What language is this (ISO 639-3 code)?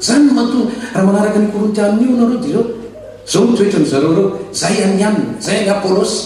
mlg